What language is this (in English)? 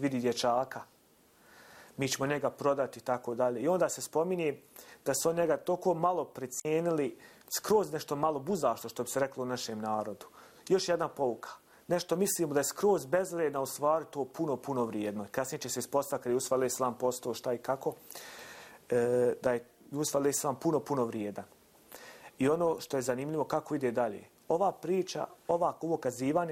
Bosnian